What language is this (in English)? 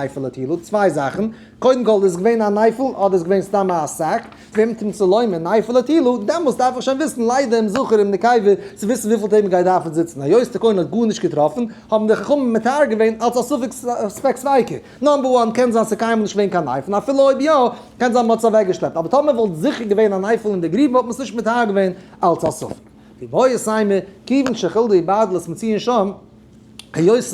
Yiddish